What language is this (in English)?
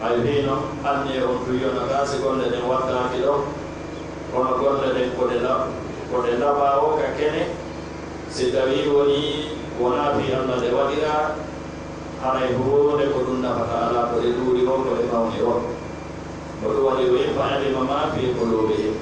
Pular